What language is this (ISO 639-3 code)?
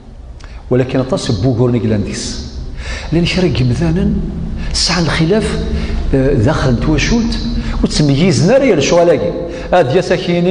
kab